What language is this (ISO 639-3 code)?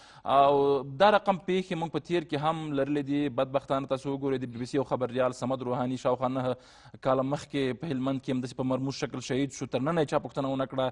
pus